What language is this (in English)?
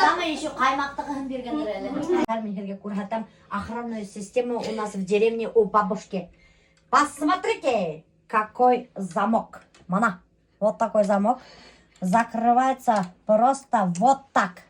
Bashkir